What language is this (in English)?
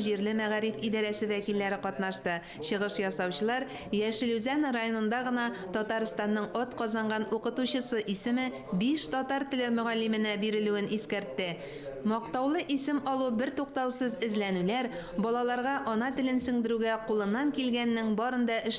Tatar